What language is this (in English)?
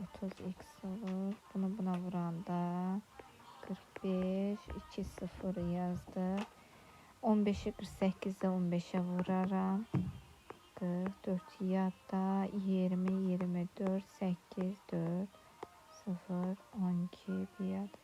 Azerbaijani